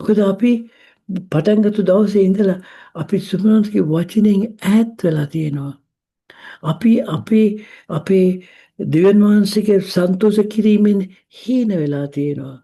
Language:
Sinhala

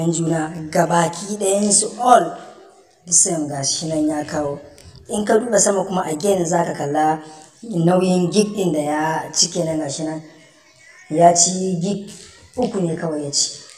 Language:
Hausa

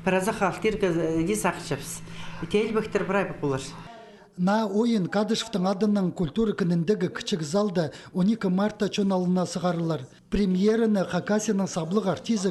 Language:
Khakas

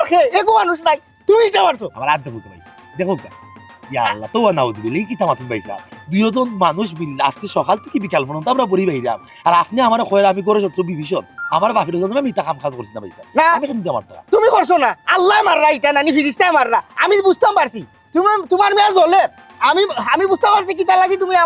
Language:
Sylheti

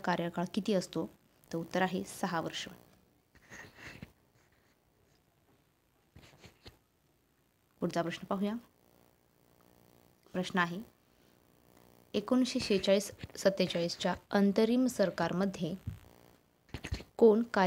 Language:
Marathi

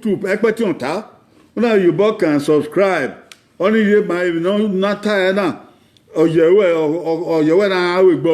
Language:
Bini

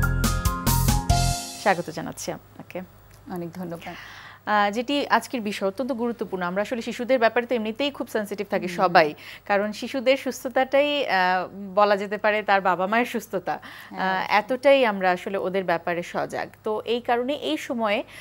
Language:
Bangla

